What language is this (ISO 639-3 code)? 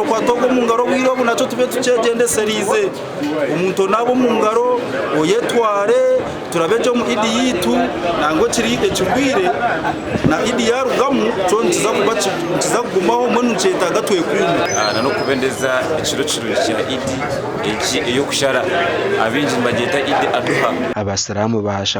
nyn